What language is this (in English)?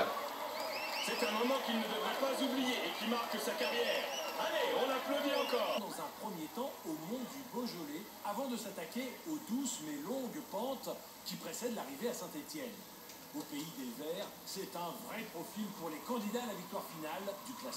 French